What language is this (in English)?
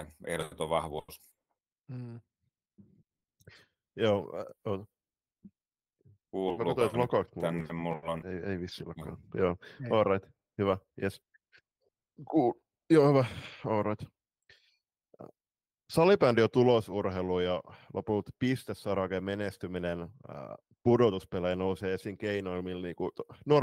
Finnish